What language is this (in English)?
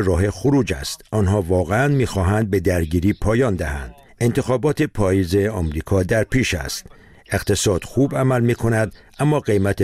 Persian